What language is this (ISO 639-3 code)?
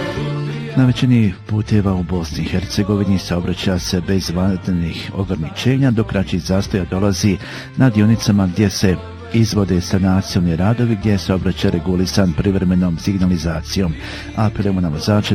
bos